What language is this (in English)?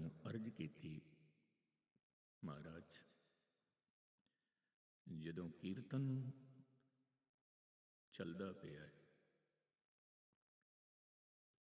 Punjabi